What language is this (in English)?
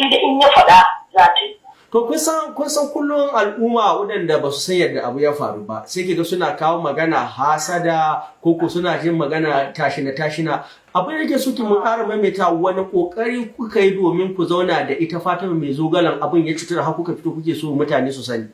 Hausa